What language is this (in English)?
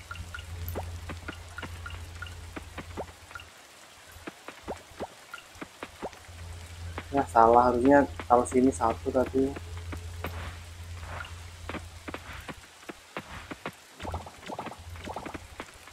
Indonesian